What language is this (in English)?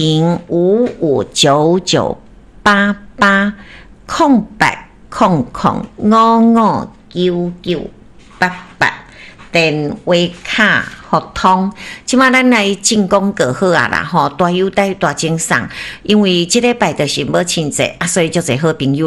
Min Nan Chinese